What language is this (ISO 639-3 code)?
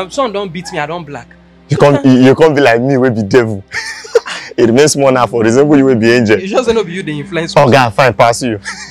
pcm